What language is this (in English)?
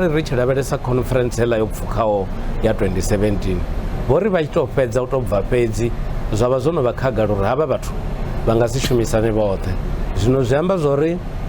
Venda